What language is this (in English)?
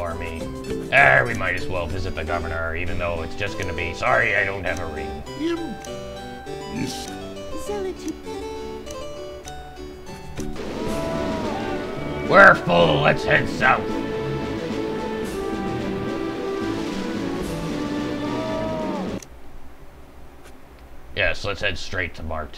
English